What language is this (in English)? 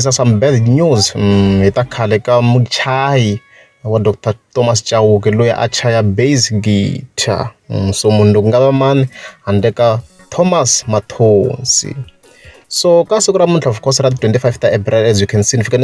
Tsonga